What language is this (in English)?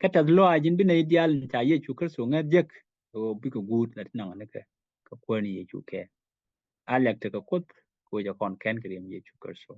Nuer